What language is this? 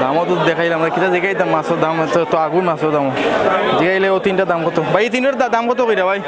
Sylheti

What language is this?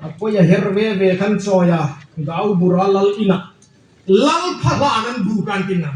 Hmar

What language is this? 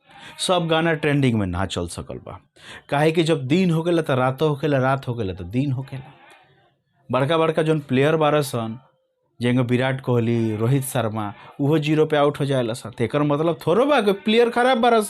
Bhojpuri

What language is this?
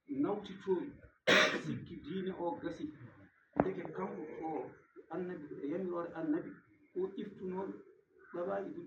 Fula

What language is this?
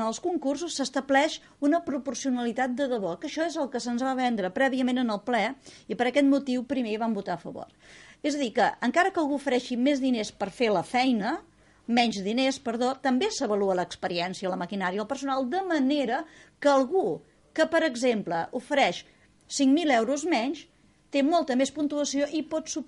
Catalan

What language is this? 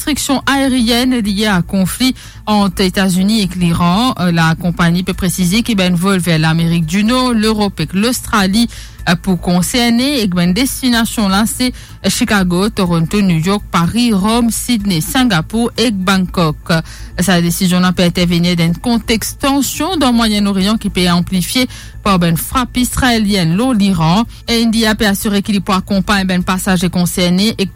Morisyen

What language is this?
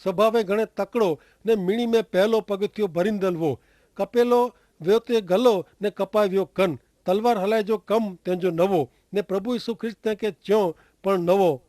Kachhi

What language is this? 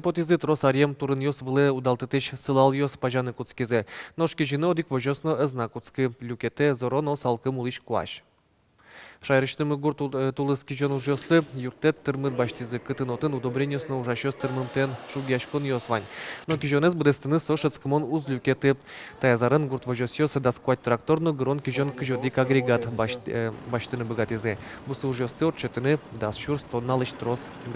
Udmurt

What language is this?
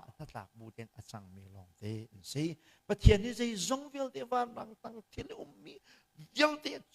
Hakha Chin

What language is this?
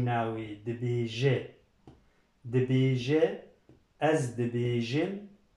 Kurdish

